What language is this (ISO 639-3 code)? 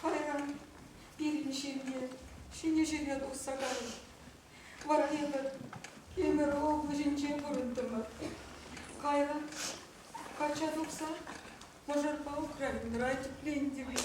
chv